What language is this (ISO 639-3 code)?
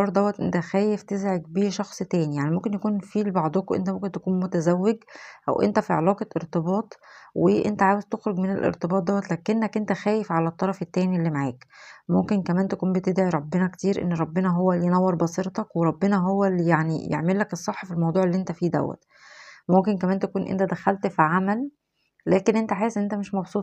arz